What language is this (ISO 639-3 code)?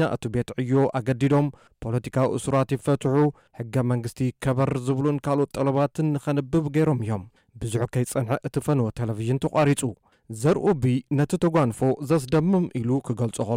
tir